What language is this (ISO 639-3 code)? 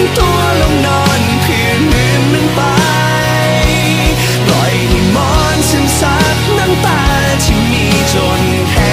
tha